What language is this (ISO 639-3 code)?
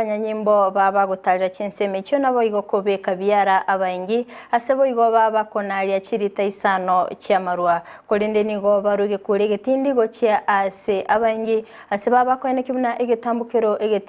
guz